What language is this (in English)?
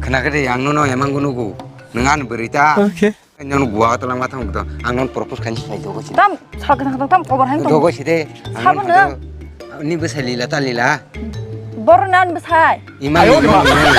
Kok Borok